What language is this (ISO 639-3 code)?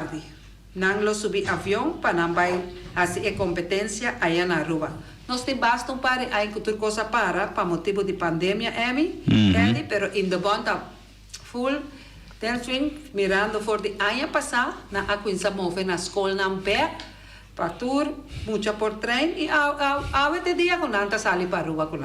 pap